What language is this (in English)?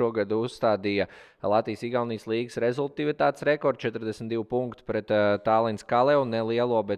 Latvian